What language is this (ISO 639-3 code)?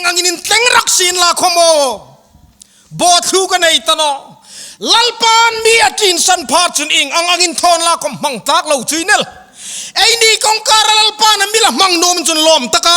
hmr